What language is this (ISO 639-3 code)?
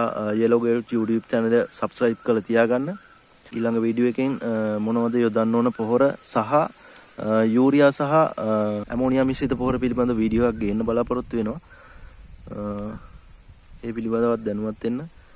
sin